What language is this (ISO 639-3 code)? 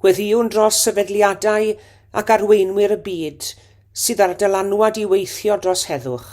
cym